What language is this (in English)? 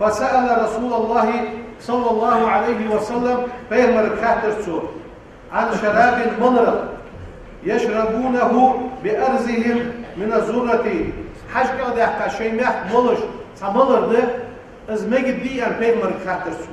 Ingush